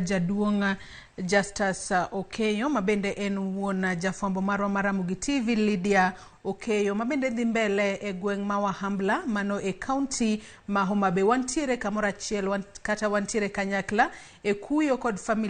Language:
Luo (Kenya and Tanzania)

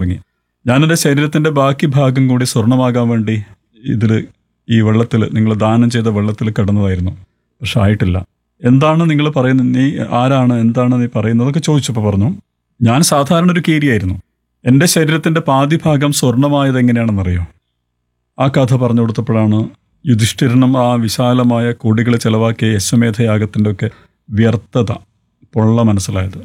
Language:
Malayalam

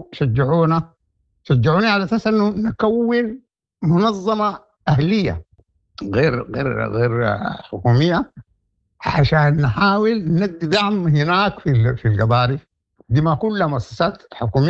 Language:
Sudanese Arabic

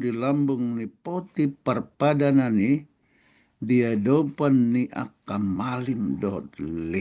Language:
Batak Toba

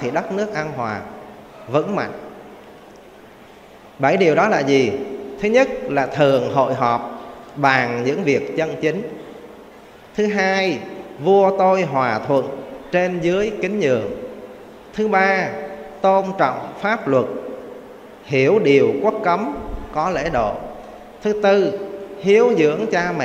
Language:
Vietnamese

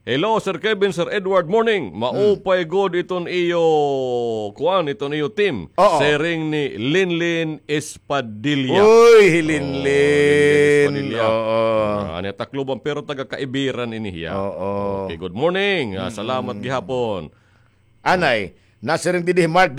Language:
Waray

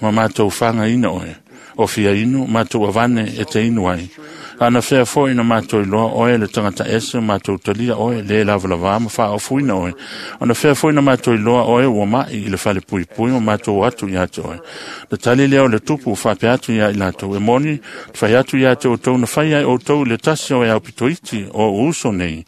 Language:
Samoan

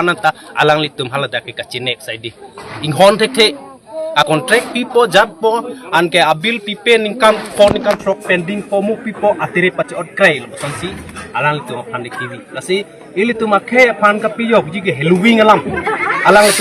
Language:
Karbi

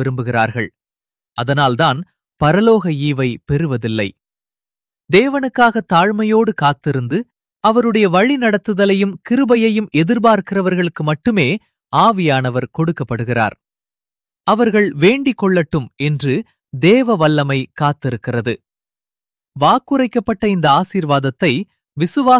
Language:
Tamil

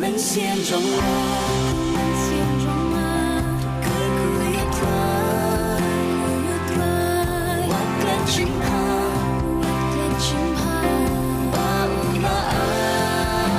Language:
Khasi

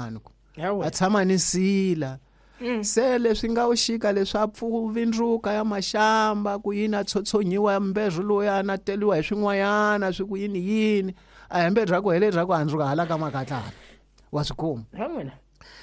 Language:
Tsonga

